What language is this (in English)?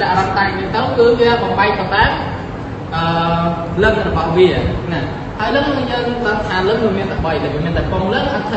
Khmer